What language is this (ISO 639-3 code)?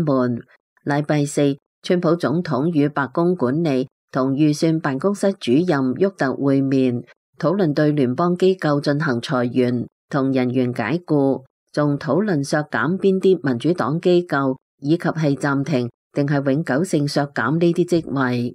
yue